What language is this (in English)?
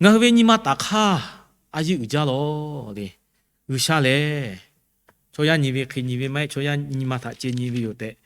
Lahu